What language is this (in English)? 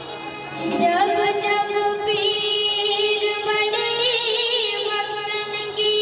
Chhattisgarhi